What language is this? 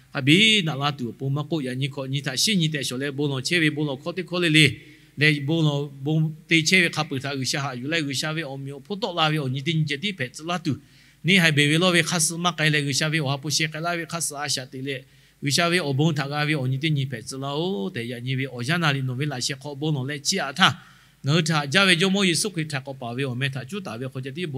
Lahu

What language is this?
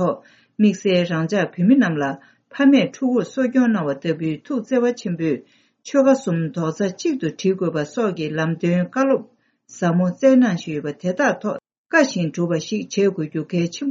Tibetan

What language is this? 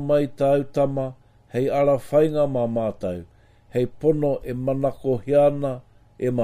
Latvian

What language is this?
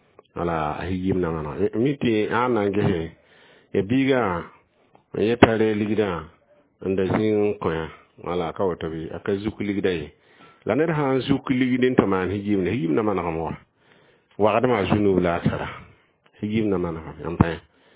Mossi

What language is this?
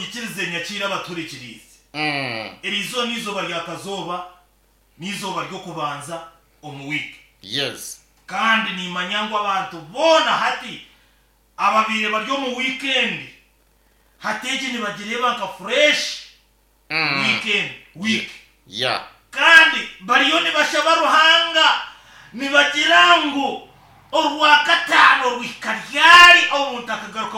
Nyankole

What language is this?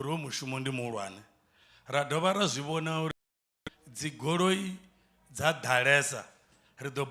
Venda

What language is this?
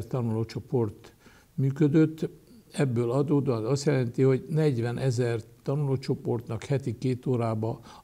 Hungarian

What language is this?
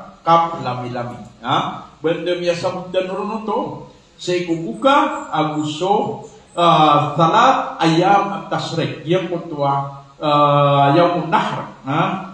Maranao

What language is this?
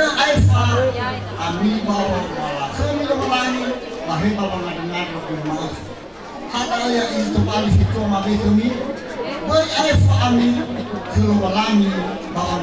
Nias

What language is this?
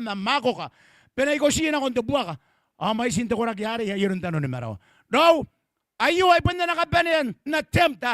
Gilbertese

